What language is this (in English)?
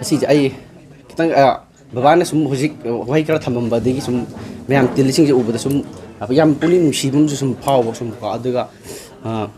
Manipuri